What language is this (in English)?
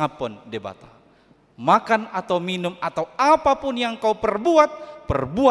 Batak Toba